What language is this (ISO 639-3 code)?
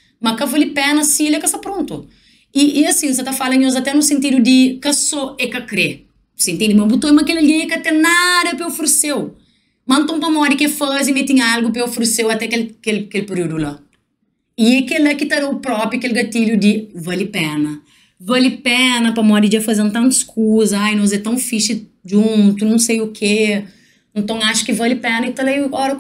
kea